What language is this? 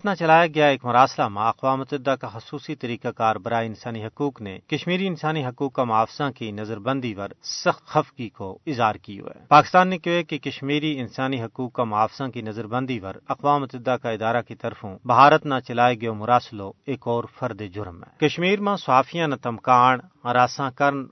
Gujari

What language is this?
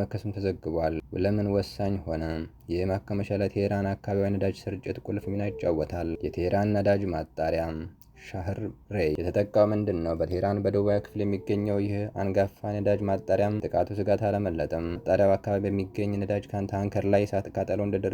Amharic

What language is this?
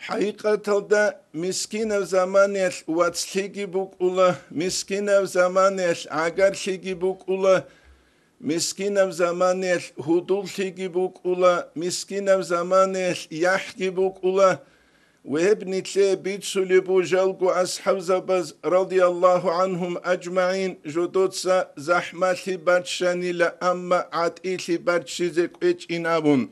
Avaric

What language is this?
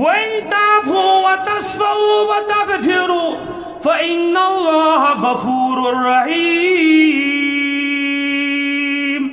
Kashmiri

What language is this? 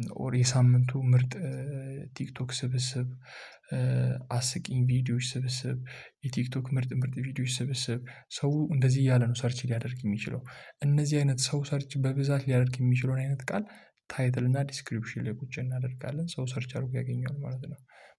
Amharic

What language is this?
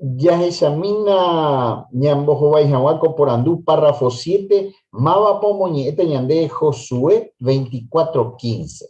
Guarani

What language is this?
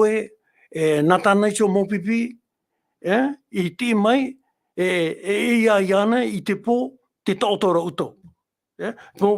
Tahitian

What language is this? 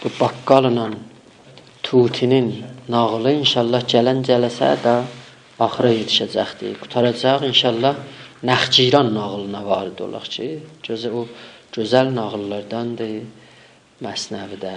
South Azerbaijani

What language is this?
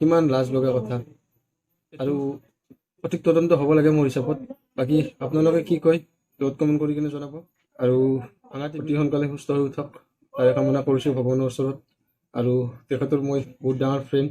Assamese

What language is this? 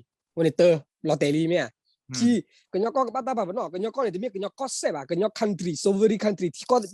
S'gaw Karen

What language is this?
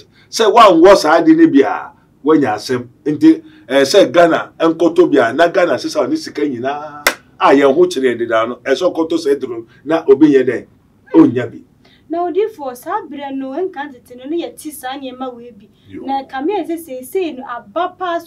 Akan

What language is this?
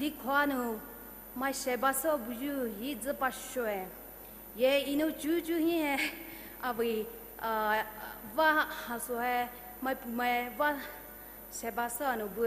Poumei Naga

